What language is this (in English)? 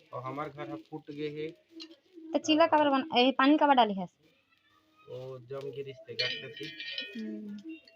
Chhattisgarhi